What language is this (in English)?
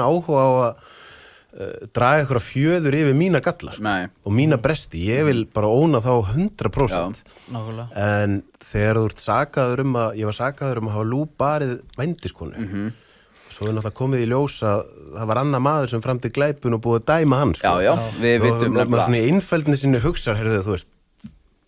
Icelandic